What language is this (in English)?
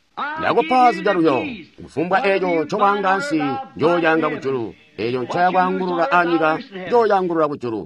Tonga (Zambia)